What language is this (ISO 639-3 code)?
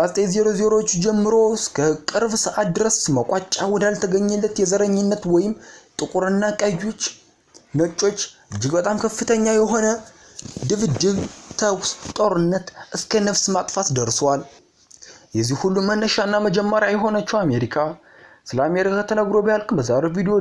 amh